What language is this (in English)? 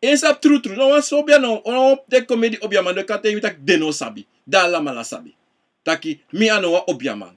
Sranan Tongo